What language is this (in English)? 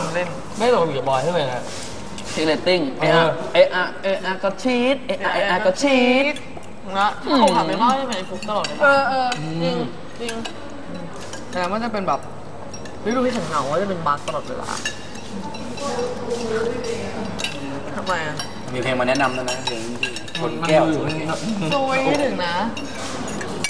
Thai